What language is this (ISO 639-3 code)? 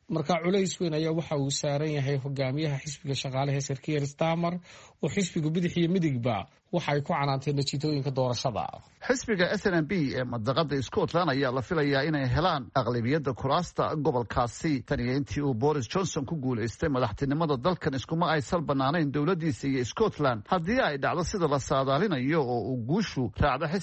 som